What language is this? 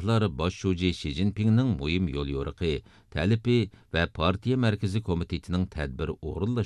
Uyghur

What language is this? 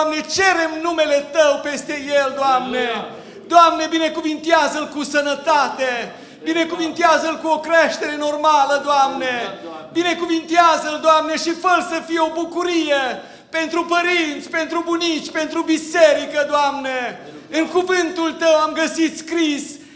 Romanian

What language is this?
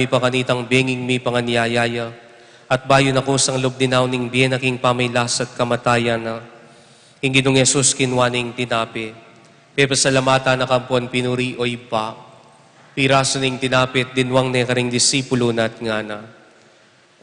Pampanga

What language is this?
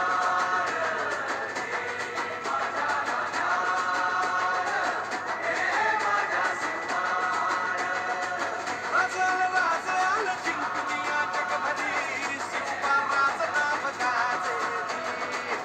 Marathi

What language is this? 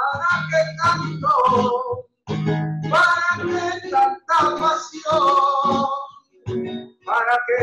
Spanish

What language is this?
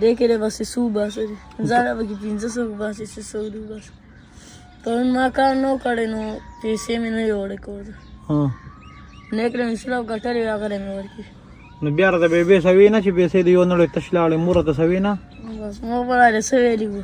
Pashto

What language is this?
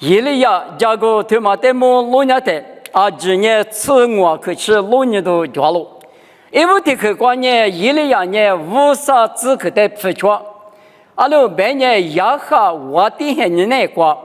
Lisu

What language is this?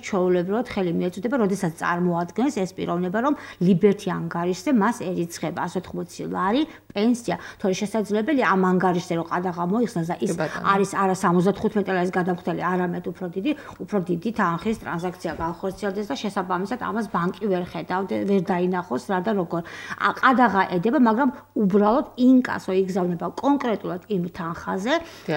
Georgian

